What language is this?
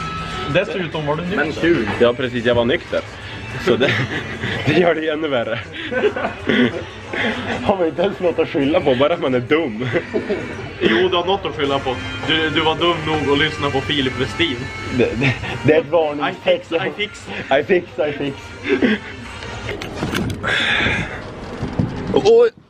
Swedish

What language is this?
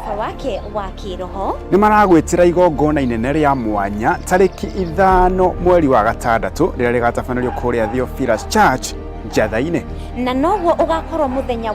Kikuyu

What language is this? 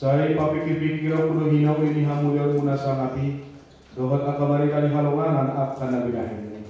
Batak Toba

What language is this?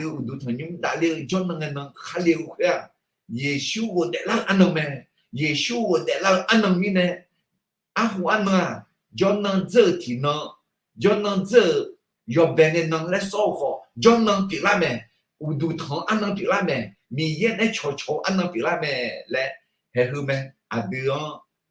Akha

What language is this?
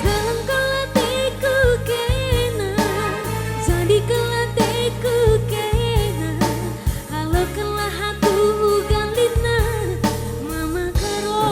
Batak Karo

